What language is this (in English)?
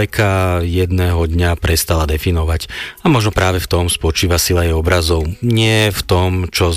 Slovak